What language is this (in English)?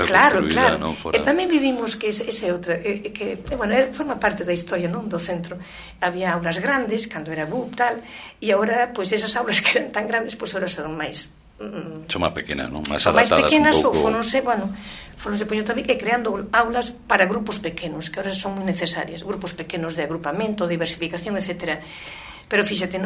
Galician